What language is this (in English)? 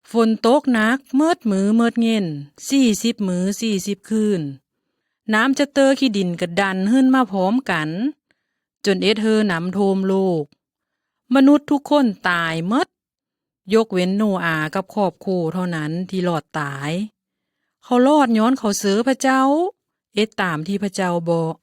Lao